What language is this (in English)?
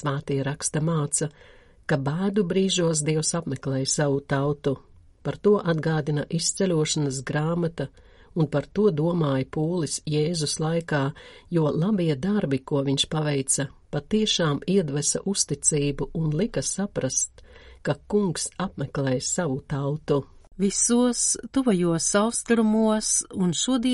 Latvian